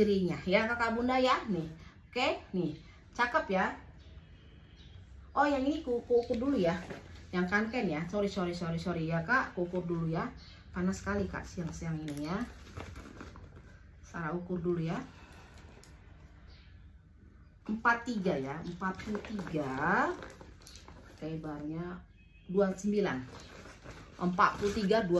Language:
Indonesian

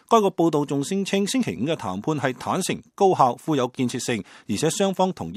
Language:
Cantonese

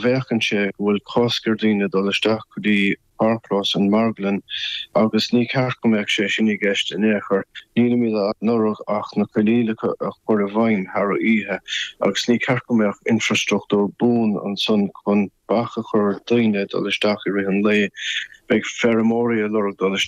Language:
Irish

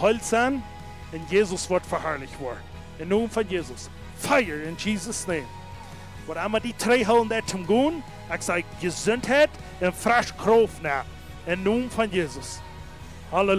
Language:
Plautdietsch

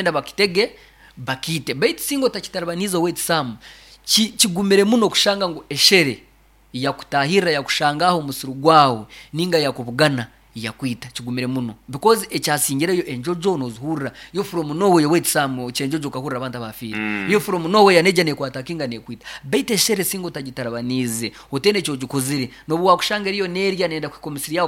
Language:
Nyoro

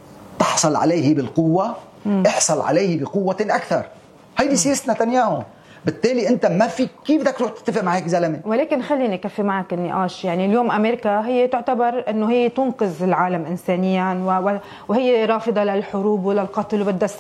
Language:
North Levantine Arabic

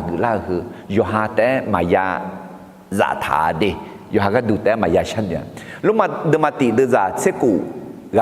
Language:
Akha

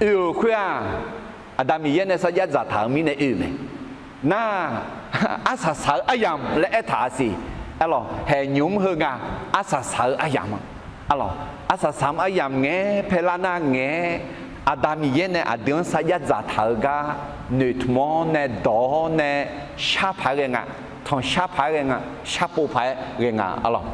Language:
Akha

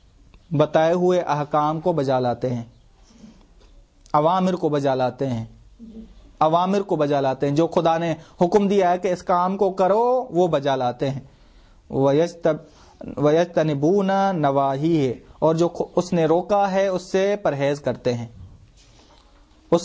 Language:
Urdu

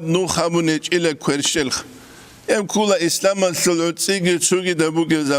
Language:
Avaric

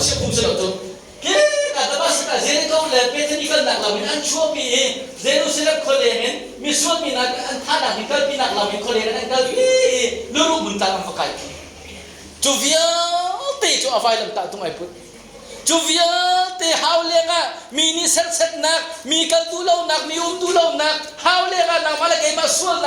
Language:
Hakha Chin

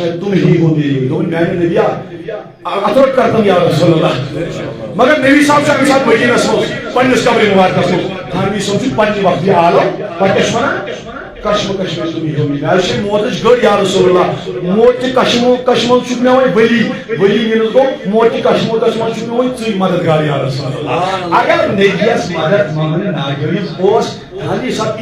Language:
Kashmiri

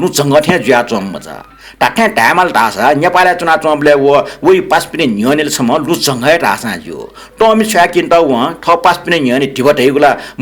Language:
Newari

